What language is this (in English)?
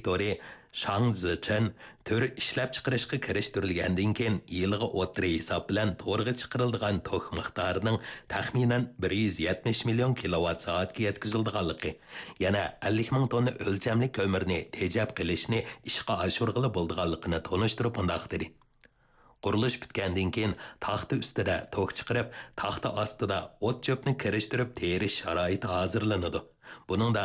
Uyghur